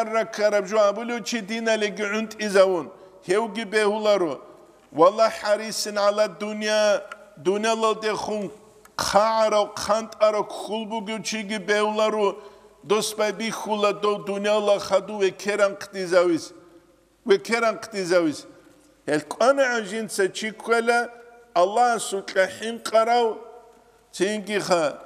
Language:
Avaric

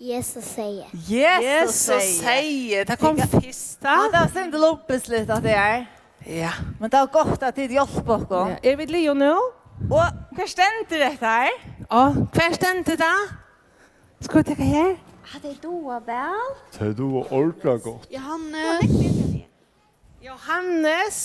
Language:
Faroese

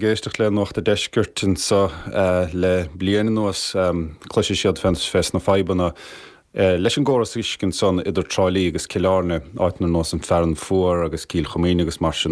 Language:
Irish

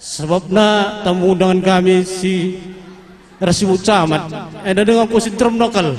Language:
Batak Karo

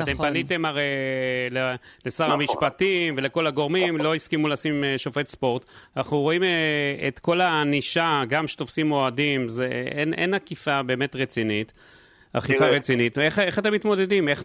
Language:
Hebrew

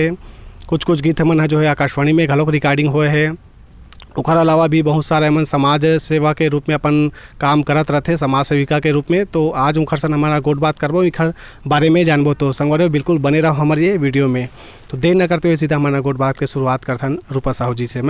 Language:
Chhattisgarhi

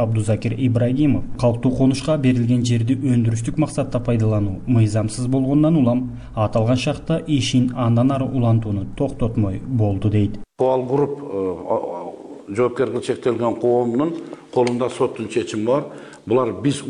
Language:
Kyrgyz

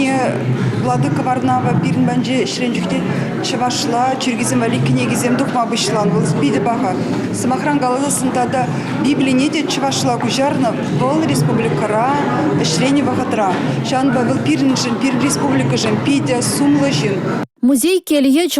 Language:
Chuvash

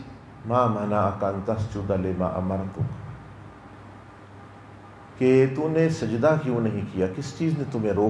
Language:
Urdu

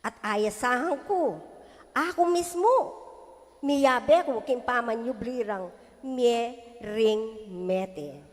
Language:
Pampanga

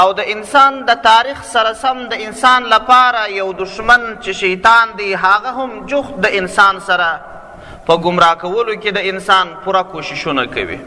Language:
Pashto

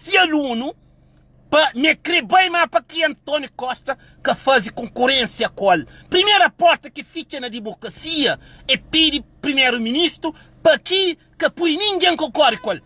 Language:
Kabuverdianu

